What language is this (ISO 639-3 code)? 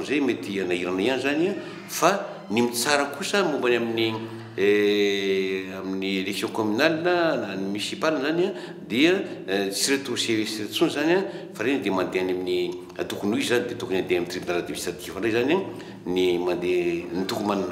mlg